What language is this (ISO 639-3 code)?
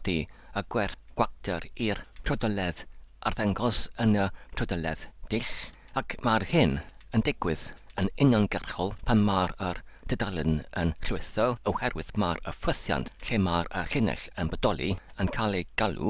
cym